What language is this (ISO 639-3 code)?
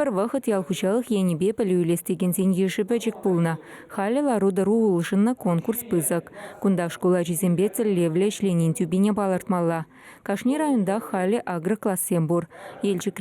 chv